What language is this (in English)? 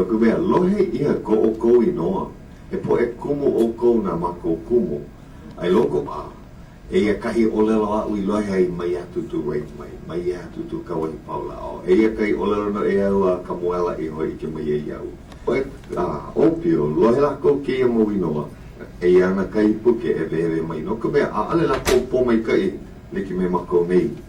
Hawaiian